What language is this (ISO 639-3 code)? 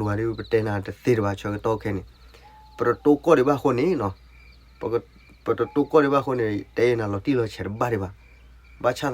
ksw